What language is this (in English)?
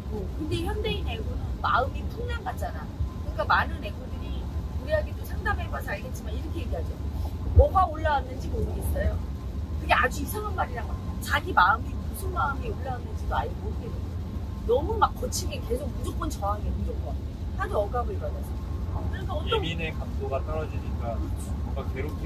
Korean